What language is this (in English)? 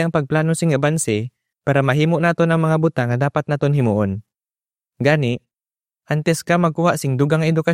Hiligaynon